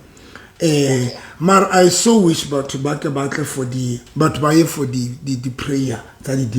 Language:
Southern Sotho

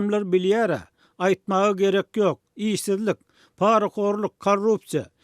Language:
Turkmen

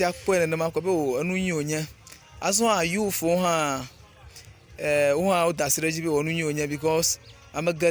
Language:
Ewe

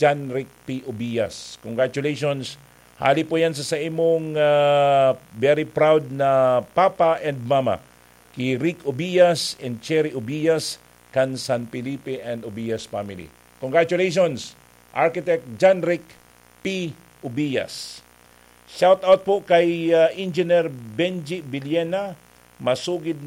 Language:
Bikol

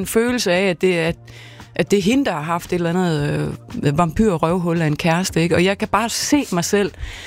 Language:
Danish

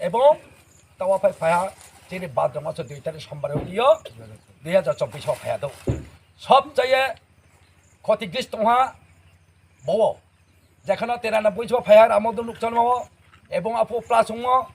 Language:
Riang (India)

